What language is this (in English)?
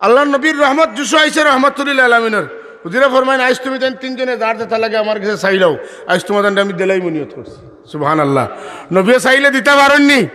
Sylheti